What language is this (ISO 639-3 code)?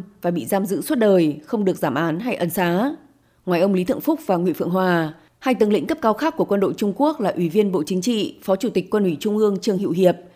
vie